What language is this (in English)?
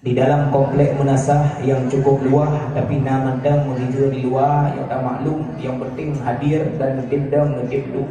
Achinese